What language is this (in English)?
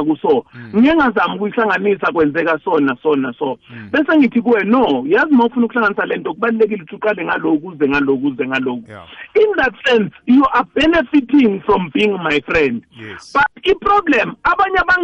South Ndebele